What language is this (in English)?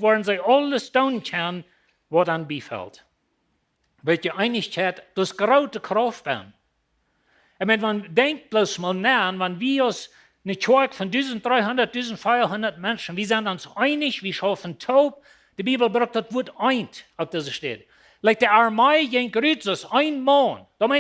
Plautdietsch